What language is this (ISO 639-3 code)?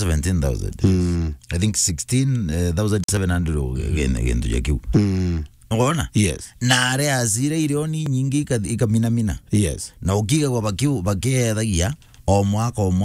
mer